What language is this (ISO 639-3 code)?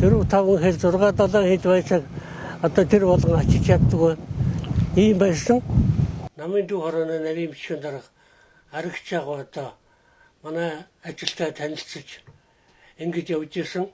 mon